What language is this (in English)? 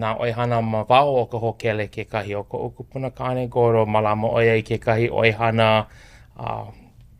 Hawaiian